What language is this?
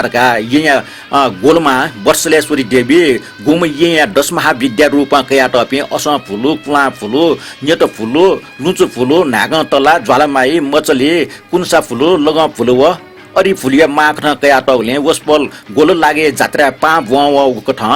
Newari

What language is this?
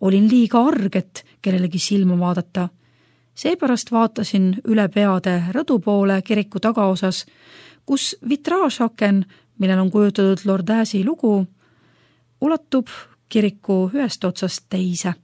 Estonian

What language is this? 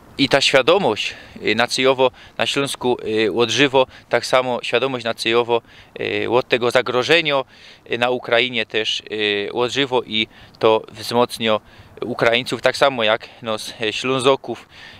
Silesian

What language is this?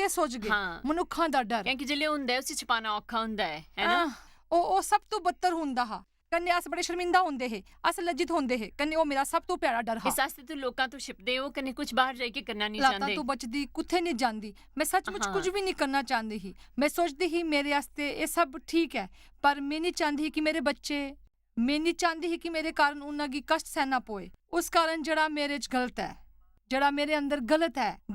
Dogri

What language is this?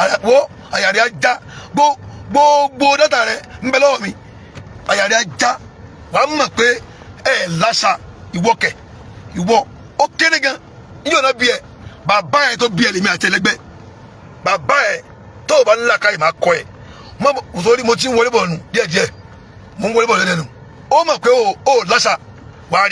Yoruba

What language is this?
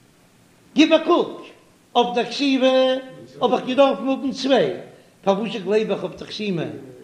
Yiddish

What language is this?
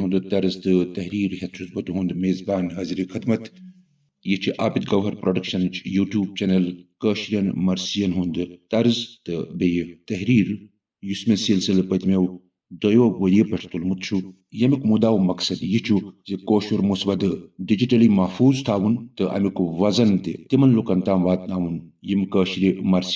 Kashmiri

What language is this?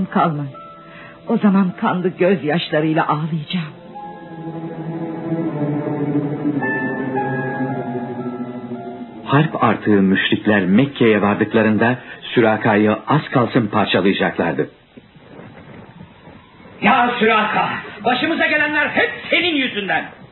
Turkish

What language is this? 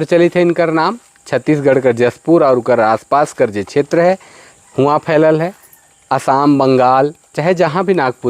Sadri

